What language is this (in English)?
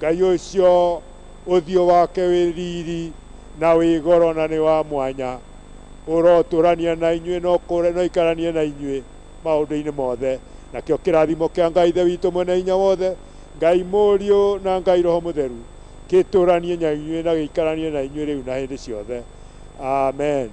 Kikuyu